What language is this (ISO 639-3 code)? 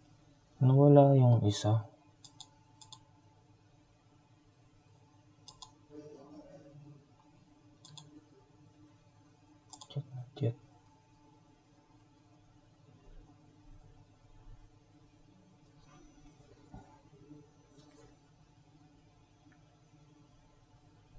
fil